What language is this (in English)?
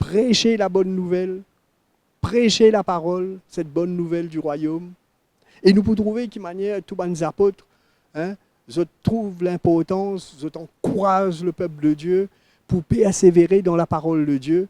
Morisyen